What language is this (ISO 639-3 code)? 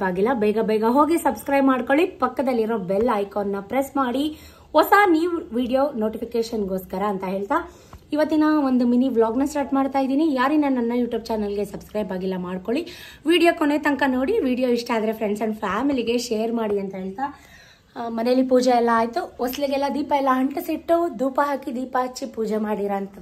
kan